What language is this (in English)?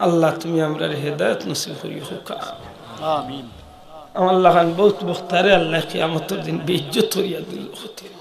Sylheti